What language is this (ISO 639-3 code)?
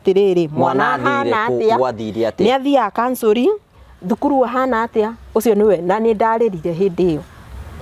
kik